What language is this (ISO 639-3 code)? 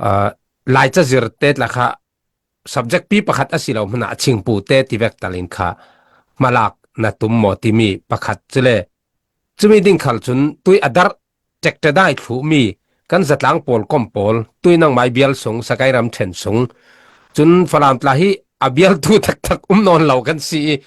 cfm